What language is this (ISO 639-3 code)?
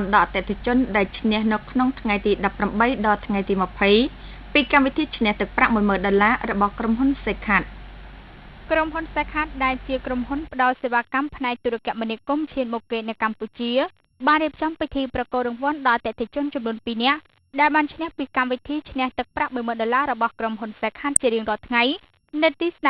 khm